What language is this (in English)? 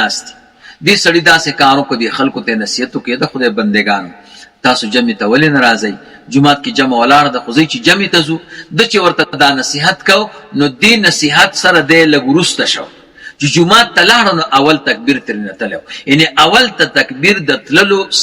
Pashto